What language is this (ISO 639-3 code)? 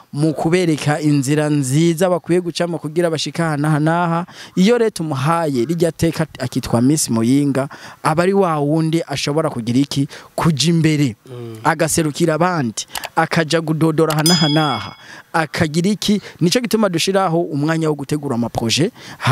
run